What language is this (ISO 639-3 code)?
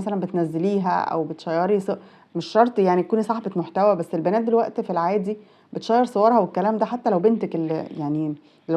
arz